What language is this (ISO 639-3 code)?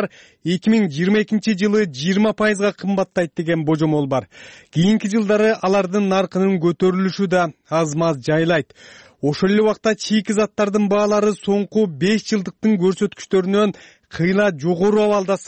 kir